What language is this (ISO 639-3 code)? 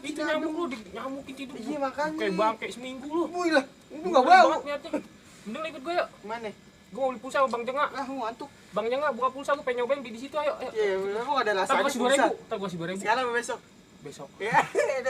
bew